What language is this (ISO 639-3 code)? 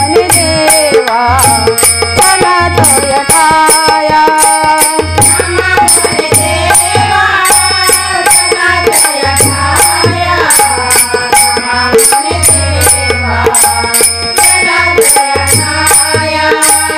mar